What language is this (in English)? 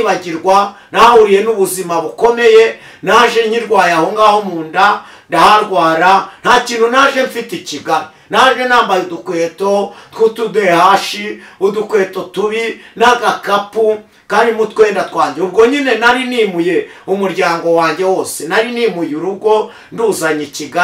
Kinyarwanda